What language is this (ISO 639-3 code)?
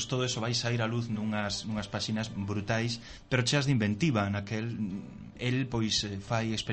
glg